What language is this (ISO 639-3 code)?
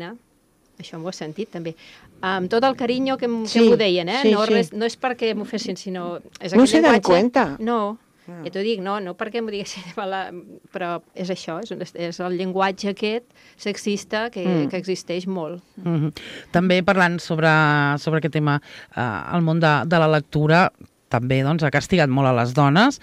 cat